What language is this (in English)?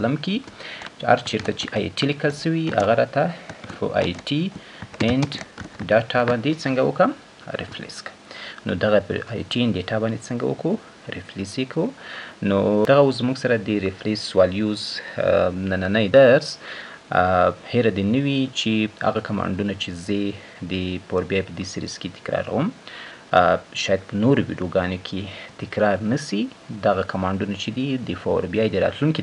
Pashto